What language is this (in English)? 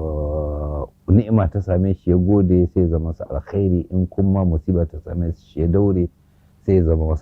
Hausa